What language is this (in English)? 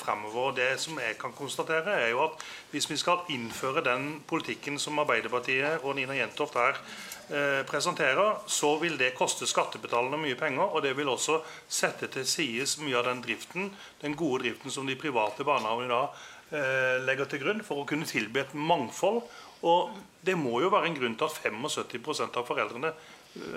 Norwegian